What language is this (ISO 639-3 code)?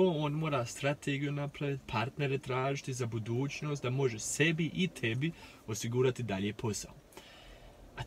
hrv